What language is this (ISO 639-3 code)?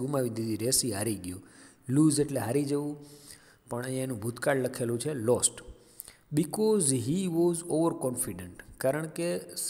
guj